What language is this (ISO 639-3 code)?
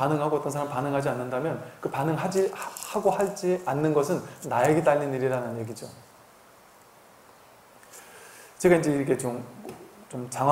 kor